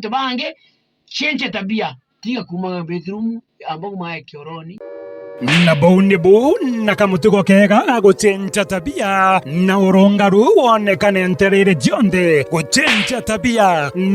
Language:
Meru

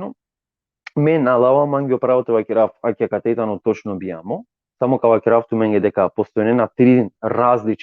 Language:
Balkan Romani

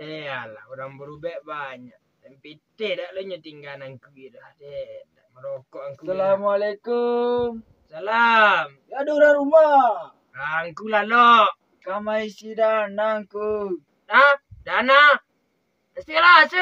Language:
Minangkabau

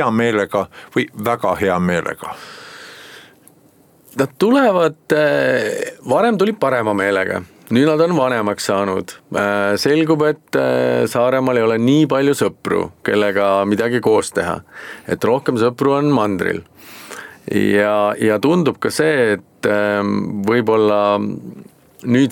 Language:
Estonian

